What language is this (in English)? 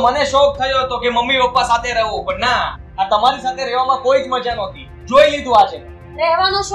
Gujarati